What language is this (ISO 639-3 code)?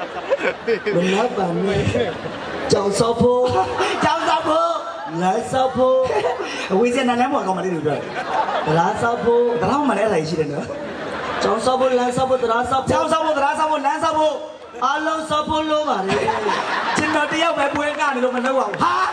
mya